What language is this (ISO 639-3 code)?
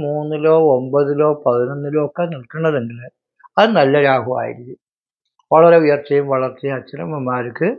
mal